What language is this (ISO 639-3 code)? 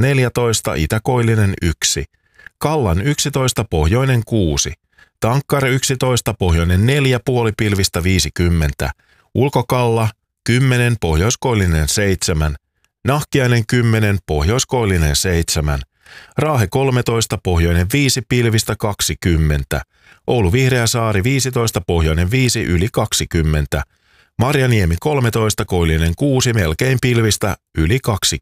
fin